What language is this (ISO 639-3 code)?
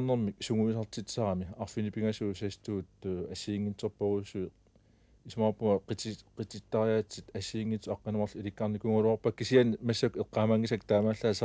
kal